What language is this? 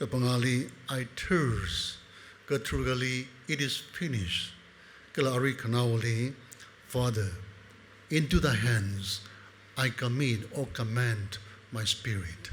Tangkhul Naga (India)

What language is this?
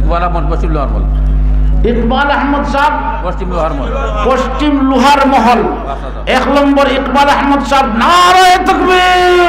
Sylheti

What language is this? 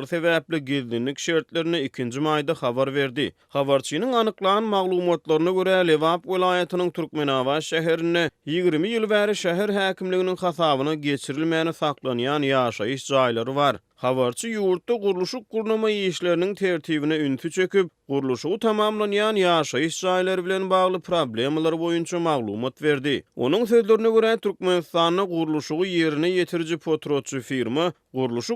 Turkmen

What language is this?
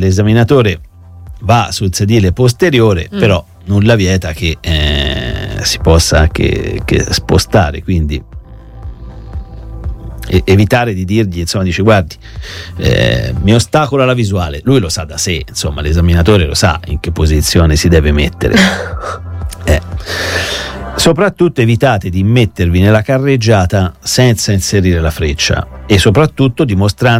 Italian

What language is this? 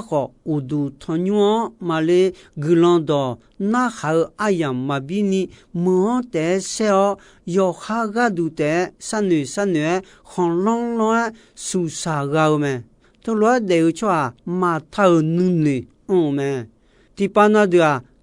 Akha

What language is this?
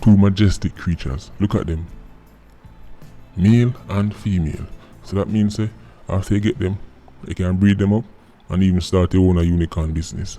Jamaican Creole English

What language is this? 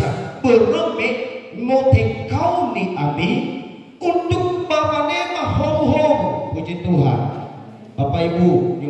Nias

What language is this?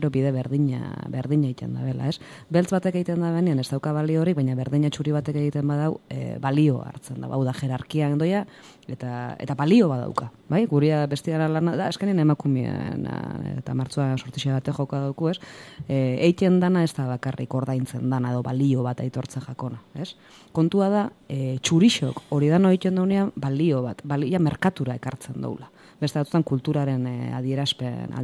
Basque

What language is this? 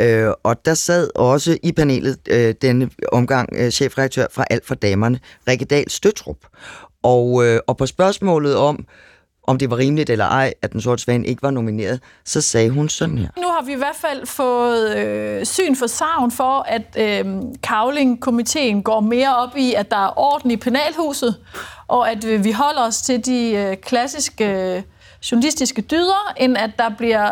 Danish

